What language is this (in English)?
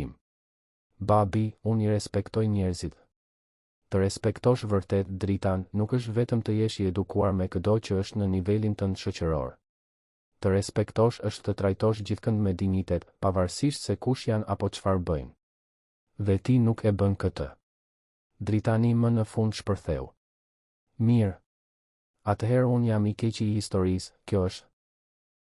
Albanian